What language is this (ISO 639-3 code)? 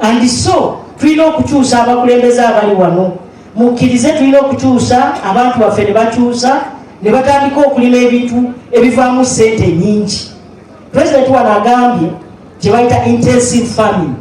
xog